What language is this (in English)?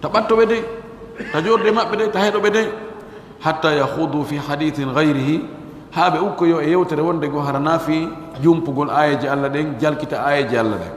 Pular